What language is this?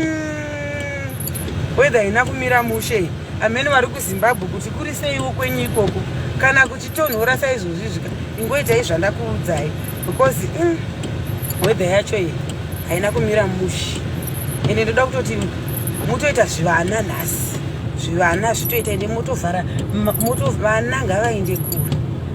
Shona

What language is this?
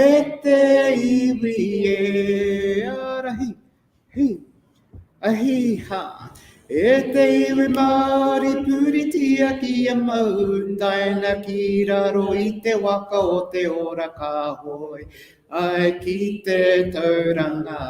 Māori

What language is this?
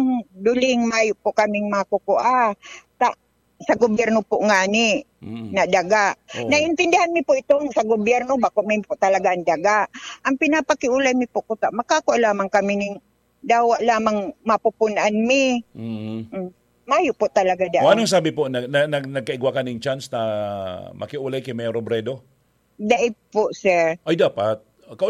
Bikol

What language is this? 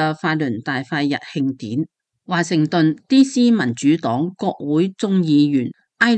Cantonese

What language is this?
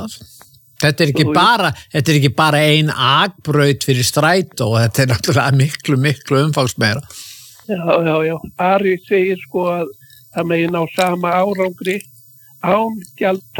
Icelandic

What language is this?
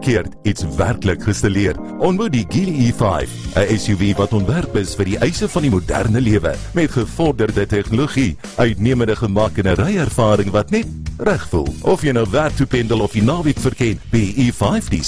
Afrikaans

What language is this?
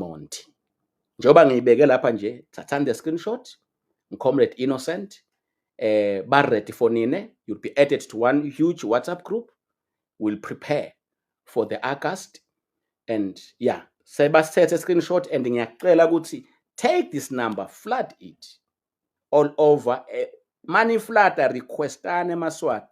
Swati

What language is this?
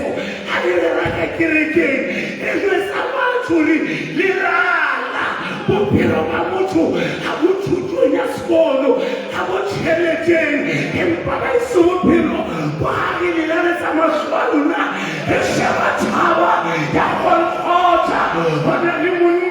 Southern Sotho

